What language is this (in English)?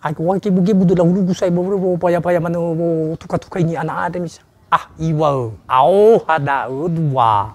Nias